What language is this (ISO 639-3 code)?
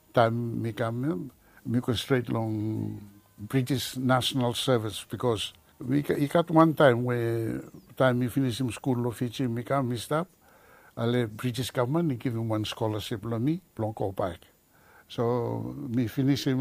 bis